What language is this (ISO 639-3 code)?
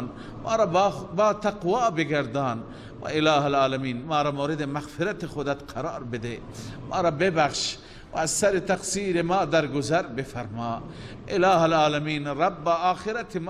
fas